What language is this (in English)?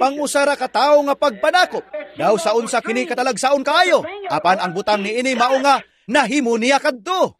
Cebuano